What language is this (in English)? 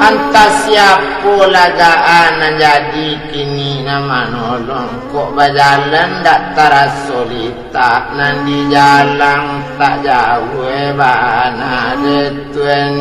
Minangkabau